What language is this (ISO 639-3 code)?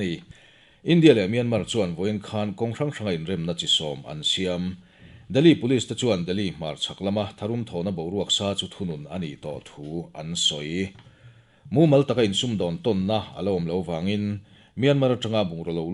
lus